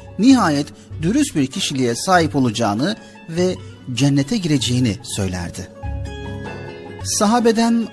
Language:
Turkish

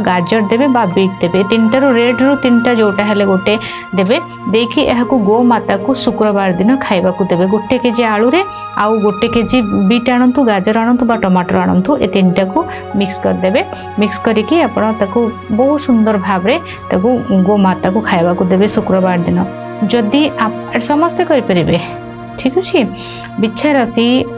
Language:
Odia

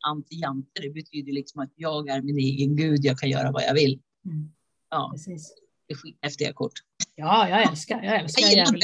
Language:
Swedish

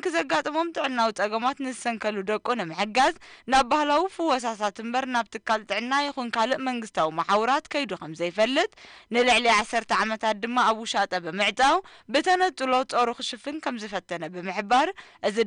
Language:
Tigrinya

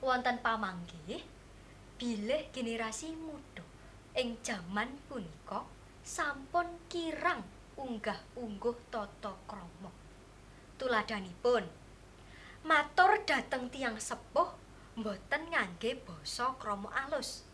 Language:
Javanese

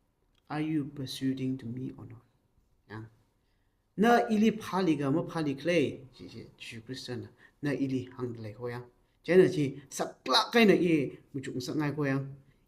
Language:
Tangkhul Naga (India)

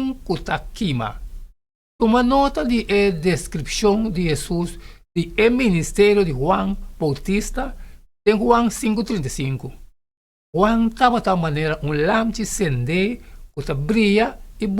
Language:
Papiamento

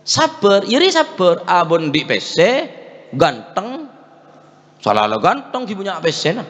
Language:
Madurese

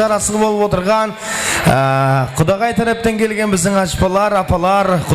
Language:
Kara-Kalpak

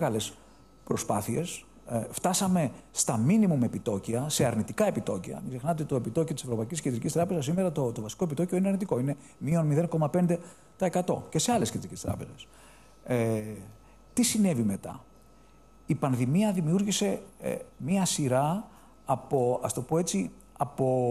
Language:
Greek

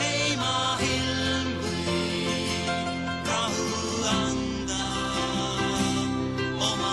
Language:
Estonian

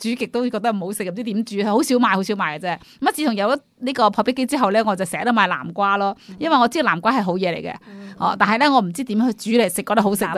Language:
Cantonese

